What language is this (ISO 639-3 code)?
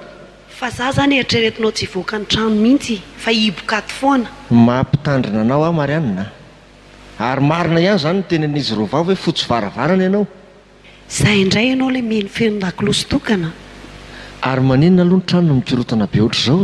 mlg